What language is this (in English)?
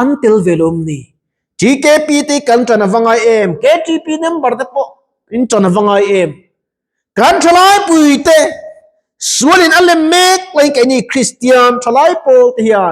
Mizo